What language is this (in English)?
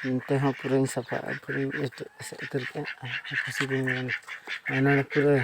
Santali